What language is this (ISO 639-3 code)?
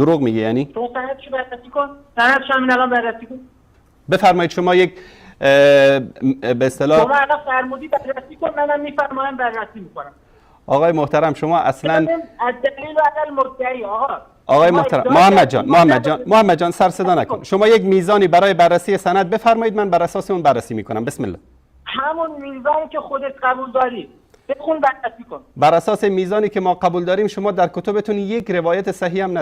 fas